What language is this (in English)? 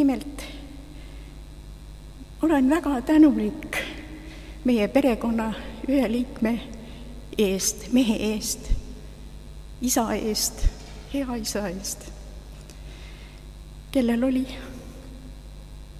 Estonian